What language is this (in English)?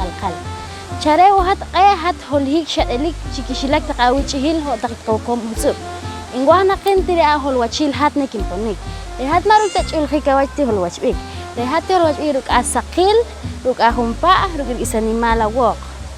Poqomchi'